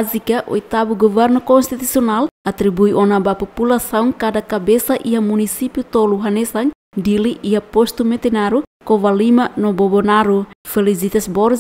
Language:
Tetum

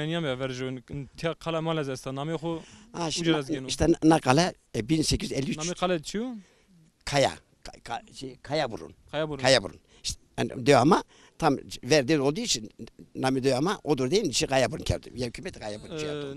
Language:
Zaza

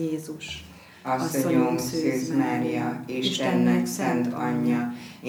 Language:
Hungarian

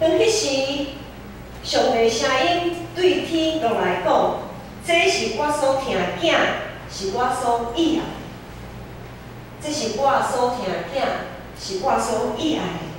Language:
Min Nan Chinese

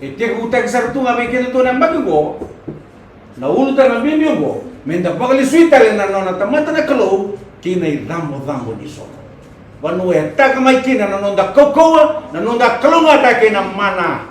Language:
Fijian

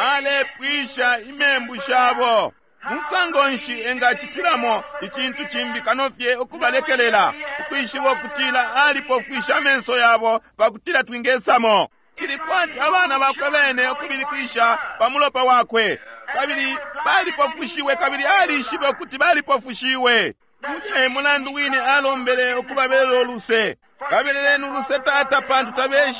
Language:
Bemba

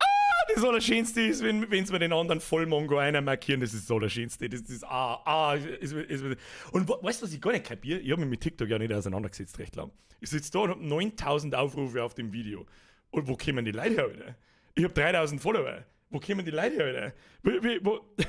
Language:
Bavarian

